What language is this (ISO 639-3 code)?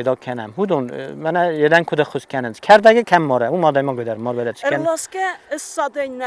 oss